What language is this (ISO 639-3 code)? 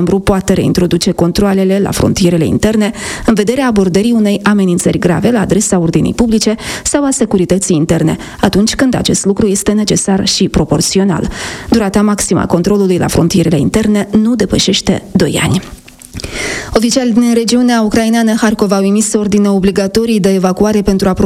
ron